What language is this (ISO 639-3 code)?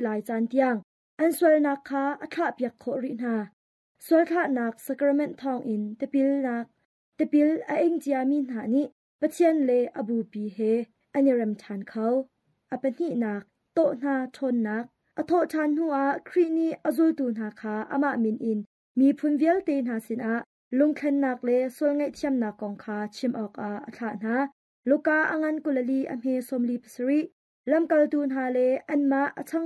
cnh